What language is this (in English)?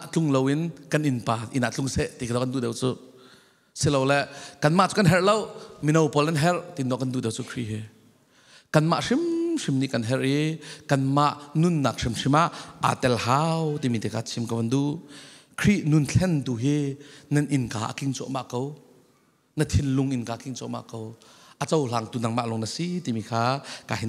Falam Chin